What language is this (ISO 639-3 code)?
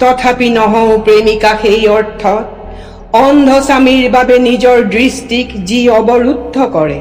asm